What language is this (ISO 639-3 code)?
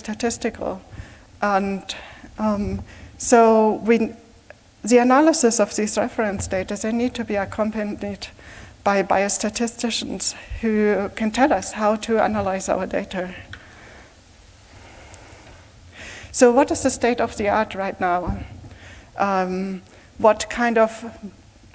eng